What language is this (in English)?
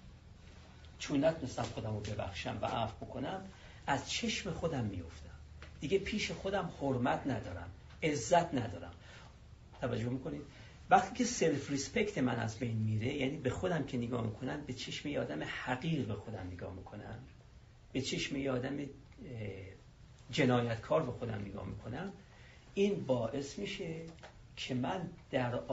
Persian